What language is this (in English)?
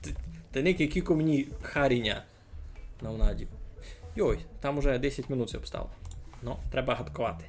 Rusyn